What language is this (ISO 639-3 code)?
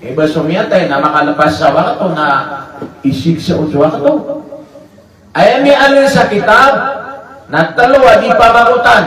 mrw